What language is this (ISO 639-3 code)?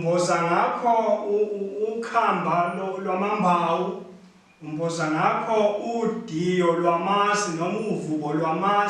zul